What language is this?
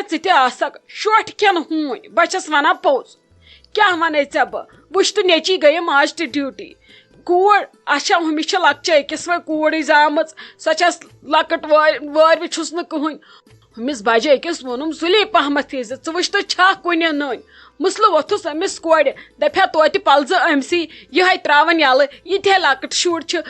Kashmiri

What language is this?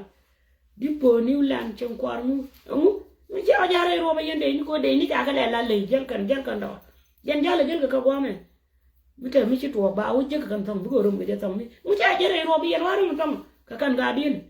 Nuer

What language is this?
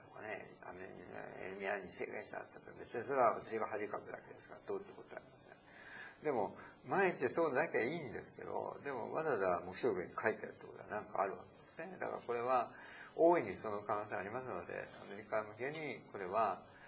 Japanese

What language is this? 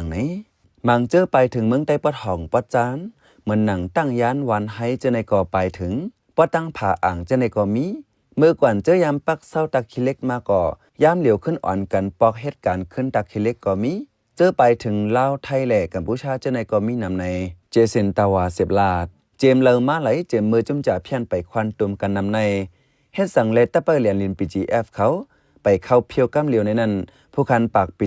Shan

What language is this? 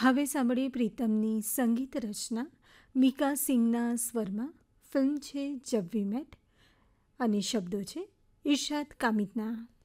Gujarati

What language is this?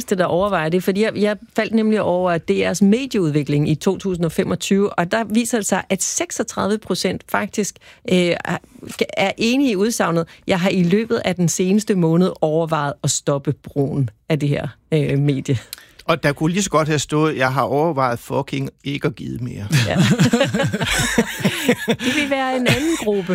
Danish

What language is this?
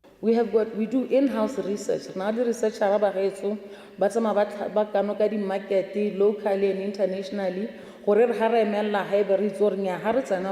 Tswana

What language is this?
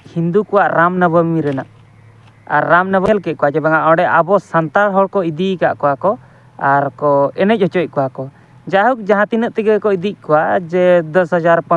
Santali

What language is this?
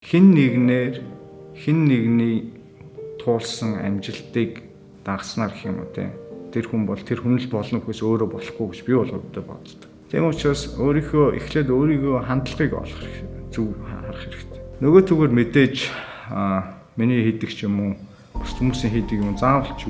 Mongolian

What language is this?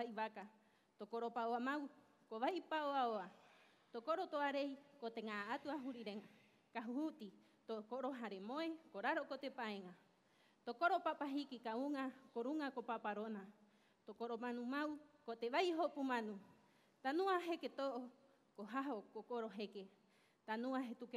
Rapanui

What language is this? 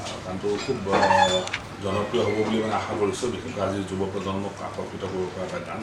Assamese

